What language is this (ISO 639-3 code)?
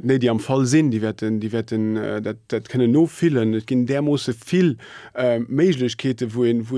ltz